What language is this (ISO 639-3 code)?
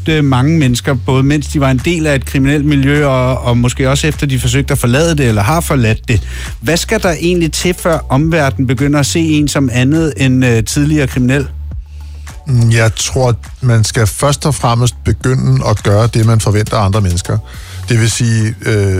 dan